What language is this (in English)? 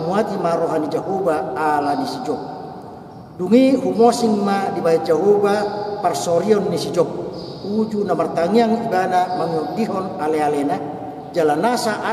Batak Toba